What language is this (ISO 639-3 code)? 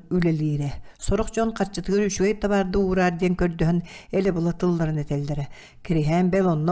sah